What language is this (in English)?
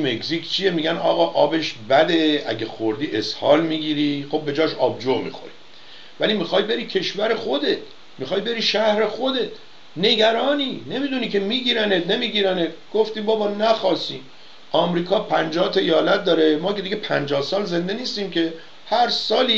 Persian